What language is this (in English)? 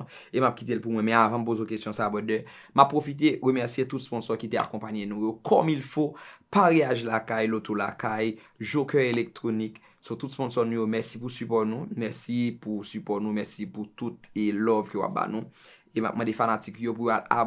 Haitian Creole